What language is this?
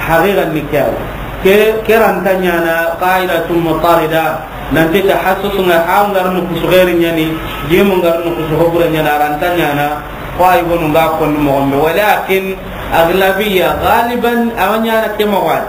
Soninke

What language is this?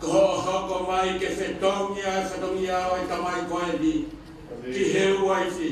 Tongan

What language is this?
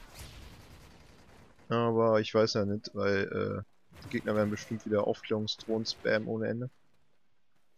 German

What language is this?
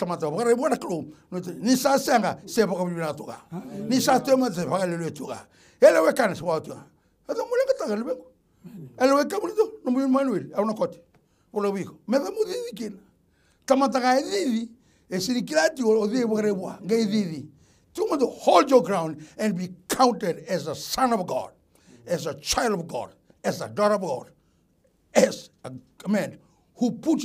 Fijian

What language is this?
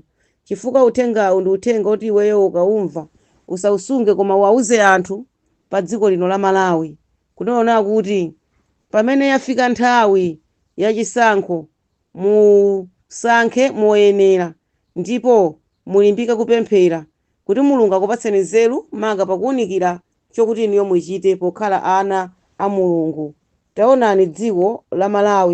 Nyanja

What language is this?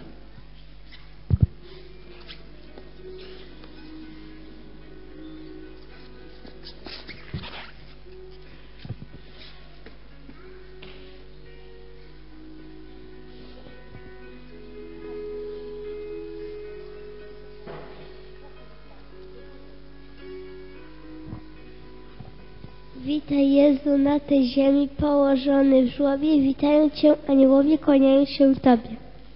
Polish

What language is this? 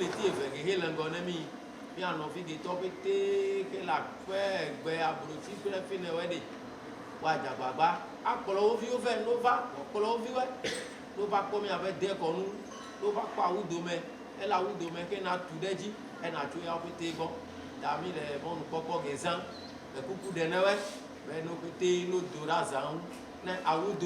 Ewe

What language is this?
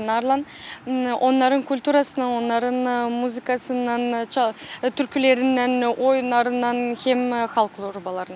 Gagauz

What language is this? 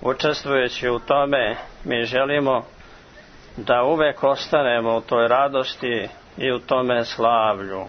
Serbian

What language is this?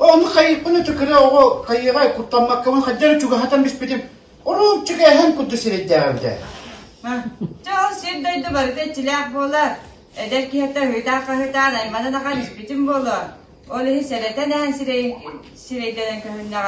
Yakut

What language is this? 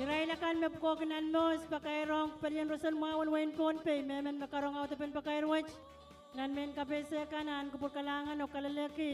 Pohnpeian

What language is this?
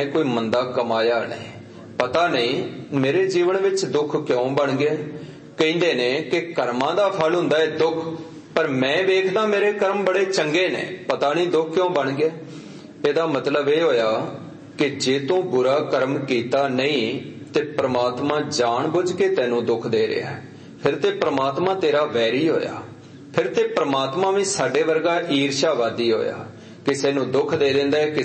Punjabi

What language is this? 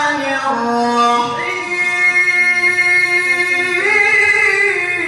Yakan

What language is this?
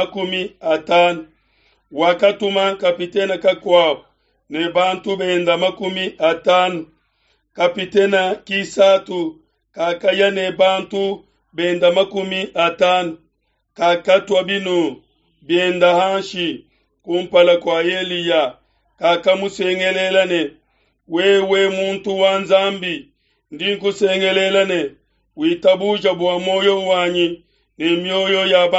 Luba-Lulua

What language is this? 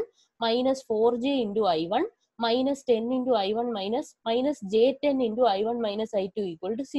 Malayalam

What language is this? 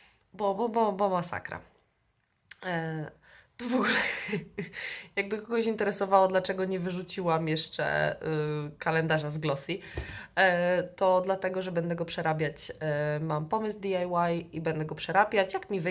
Polish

